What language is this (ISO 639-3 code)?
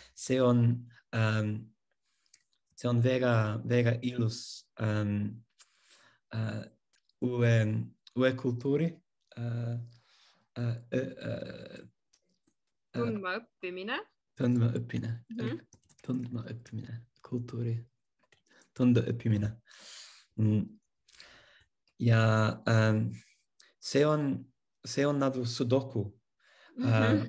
est